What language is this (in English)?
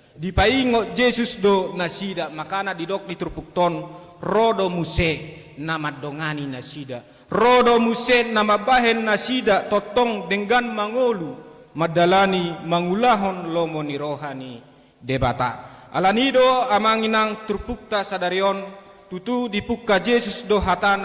Batak Toba